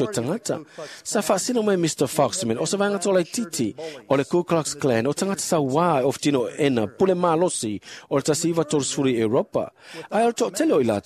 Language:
Samoan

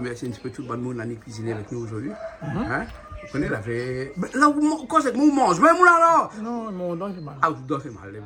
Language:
Réunion Creole French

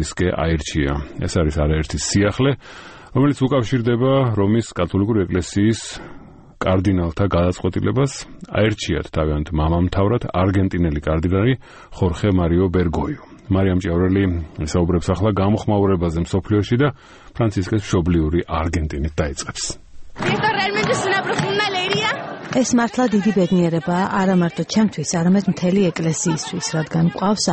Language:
Georgian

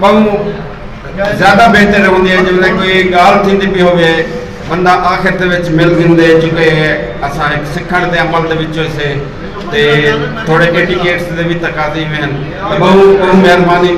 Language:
Saraiki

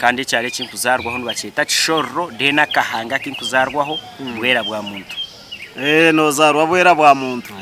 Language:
Nyankole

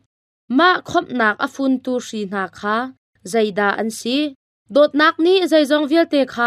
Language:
Hakha Chin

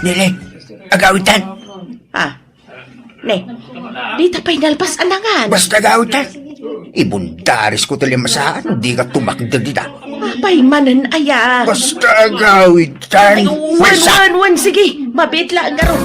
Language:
Iloko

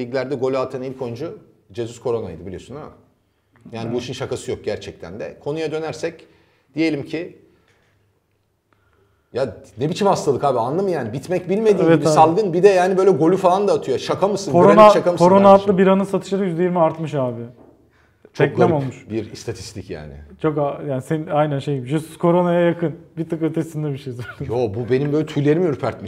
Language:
Turkish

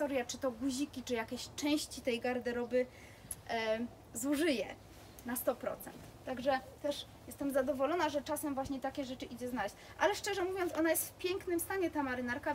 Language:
Polish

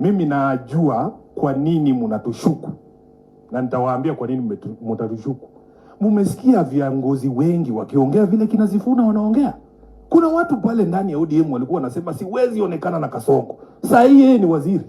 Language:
Swahili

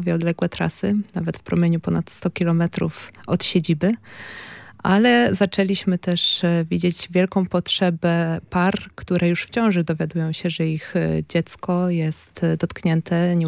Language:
Polish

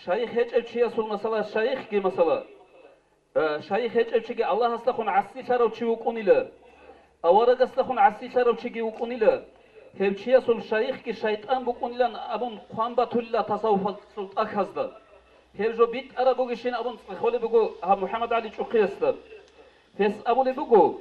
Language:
Avaric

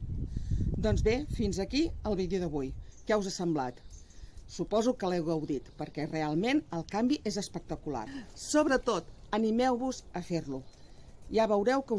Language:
Catalan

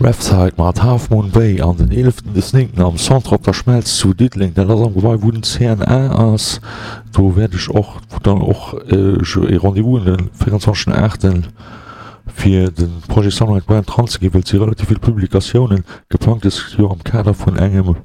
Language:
Luxembourgish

